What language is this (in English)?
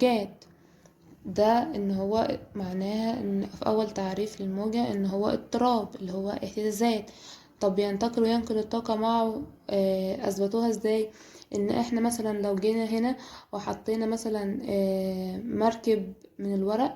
Egyptian Arabic